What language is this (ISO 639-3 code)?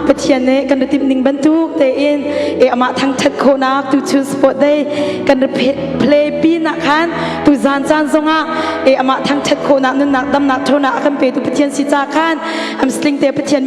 cnh